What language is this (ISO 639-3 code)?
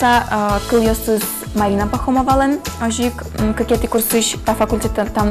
udm